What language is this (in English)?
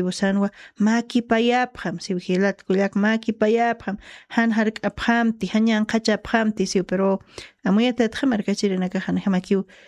Aymara